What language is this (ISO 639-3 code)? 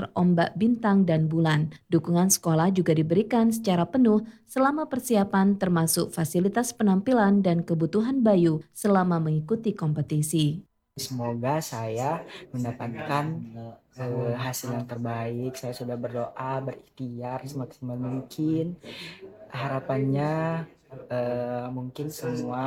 ind